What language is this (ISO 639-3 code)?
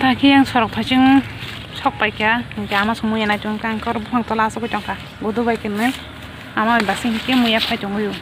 trp